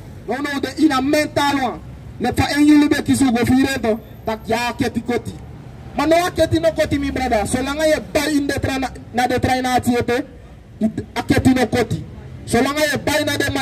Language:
Sranan Tongo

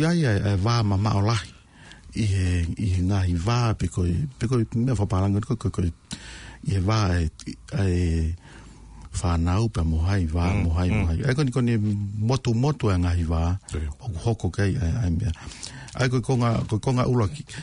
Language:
Tongan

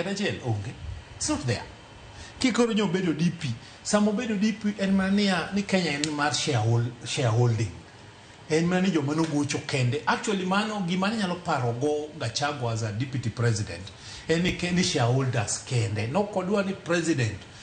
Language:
Luo (Kenya and Tanzania)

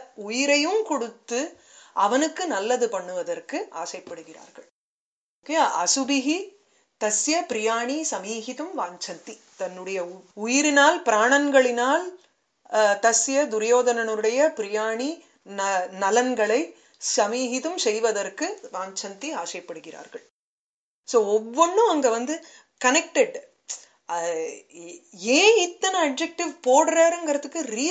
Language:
Tamil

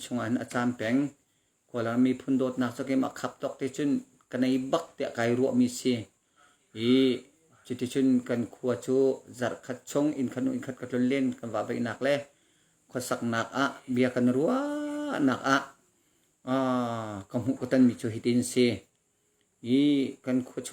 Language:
Hakha Chin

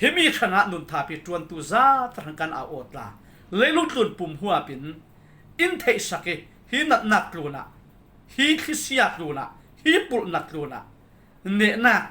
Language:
Falam Chin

